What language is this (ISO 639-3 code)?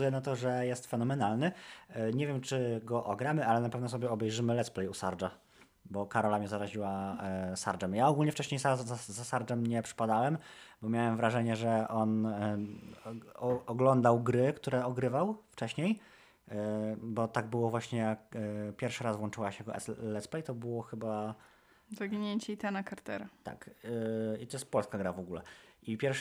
pol